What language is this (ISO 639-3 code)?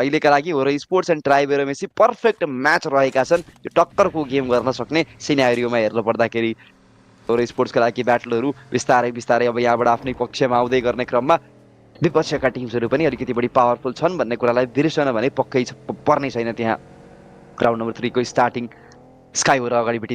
nep